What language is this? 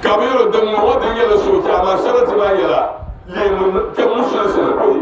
Dagbani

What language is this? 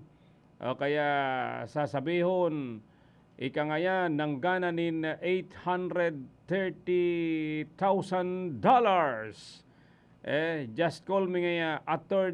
Bikol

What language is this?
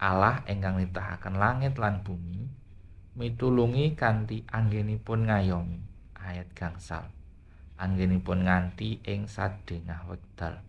Javanese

